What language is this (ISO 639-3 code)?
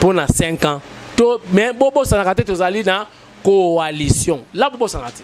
lin